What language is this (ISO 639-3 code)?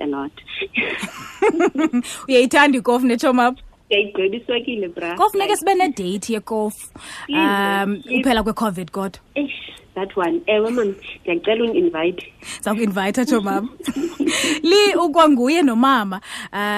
xho